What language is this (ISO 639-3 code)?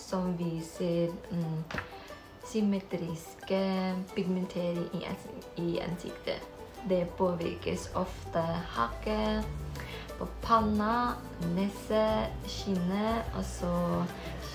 nor